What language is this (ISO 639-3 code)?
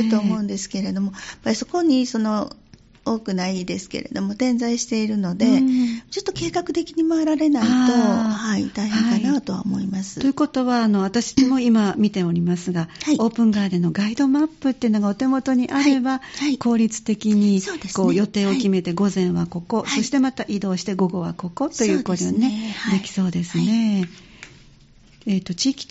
jpn